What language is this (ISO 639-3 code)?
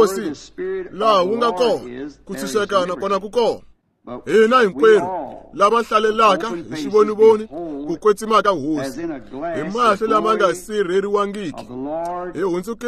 tso